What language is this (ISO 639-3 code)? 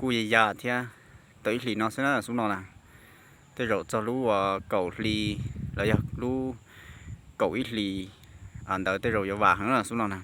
hmn